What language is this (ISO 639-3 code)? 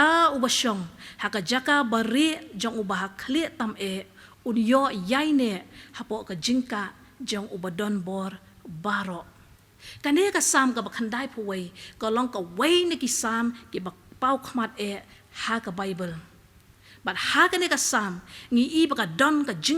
kha